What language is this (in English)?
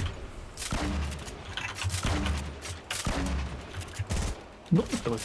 Japanese